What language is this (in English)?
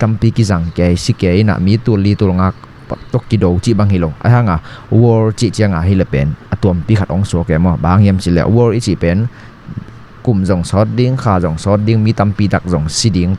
Tedim Chin